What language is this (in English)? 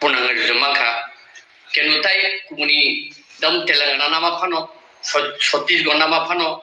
Kok Borok